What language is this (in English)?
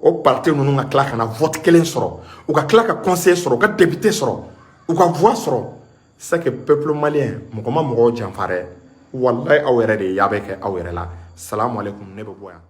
Bambara